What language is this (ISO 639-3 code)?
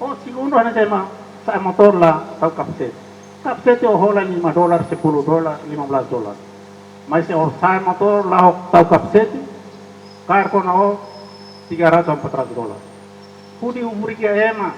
tet